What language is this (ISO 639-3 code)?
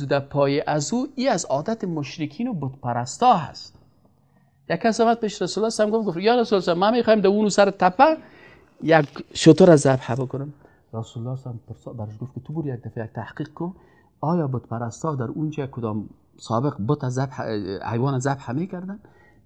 fas